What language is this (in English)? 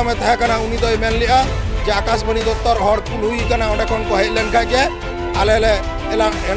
Santali